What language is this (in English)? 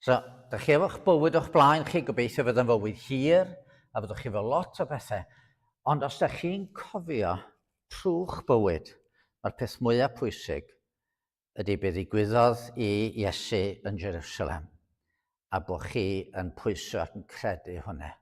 Welsh